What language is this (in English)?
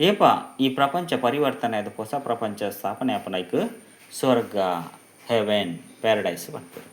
Tulu